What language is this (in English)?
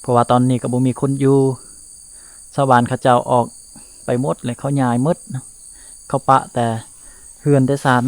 Lao